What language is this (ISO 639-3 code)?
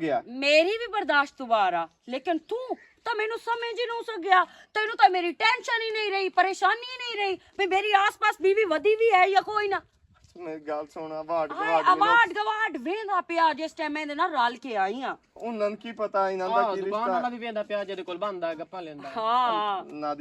lah